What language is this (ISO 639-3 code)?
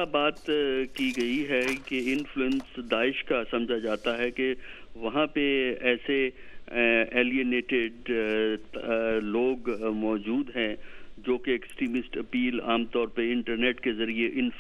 urd